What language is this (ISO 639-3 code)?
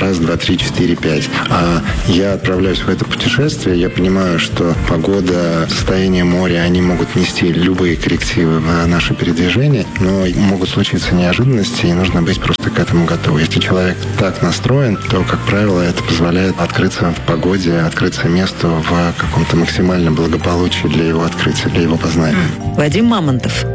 rus